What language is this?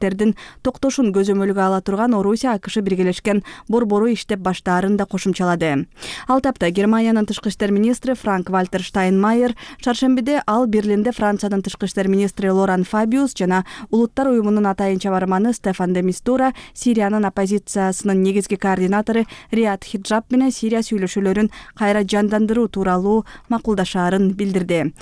Kyrgyz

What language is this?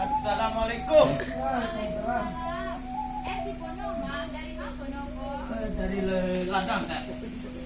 Minangkabau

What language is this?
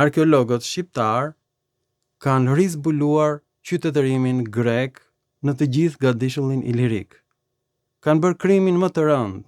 Albanian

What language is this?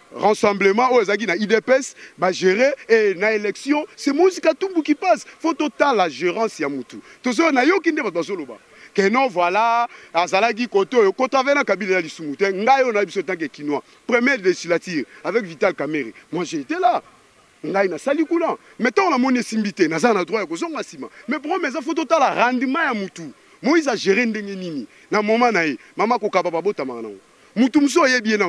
Lingala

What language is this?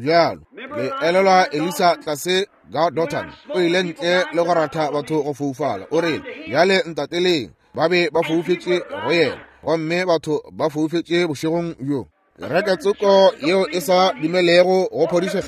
Northern Sotho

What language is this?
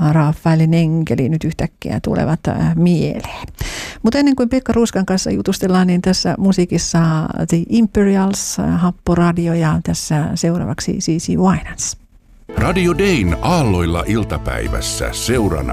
Finnish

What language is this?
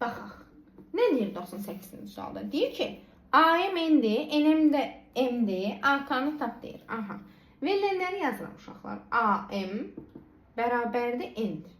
Azerbaijani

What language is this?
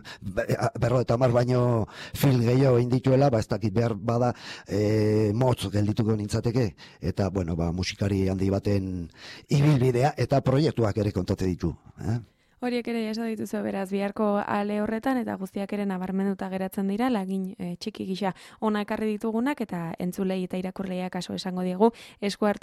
Basque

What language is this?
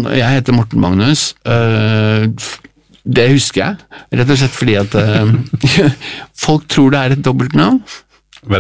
Norwegian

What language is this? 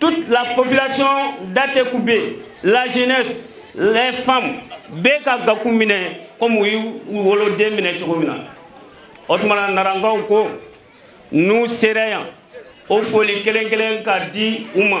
Bambara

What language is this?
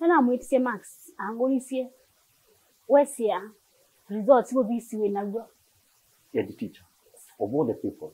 Kamba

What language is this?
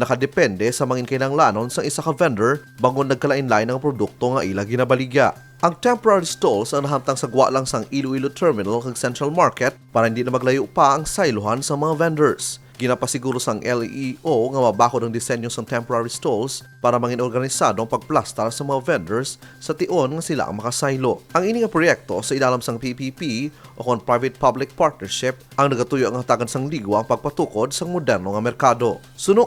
Hiligaynon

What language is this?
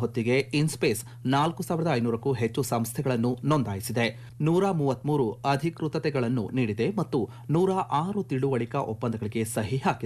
Kannada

